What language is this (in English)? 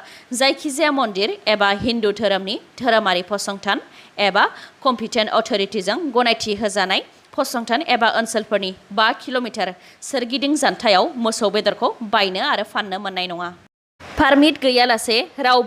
Bodo